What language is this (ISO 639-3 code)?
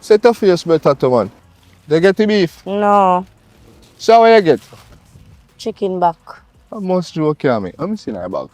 jam